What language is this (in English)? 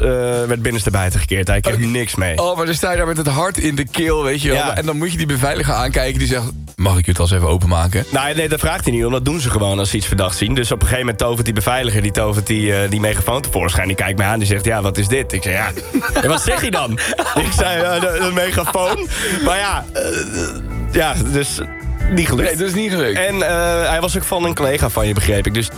Dutch